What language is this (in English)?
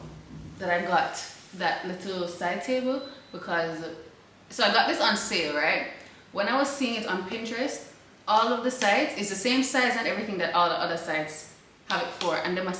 Jamaican Creole English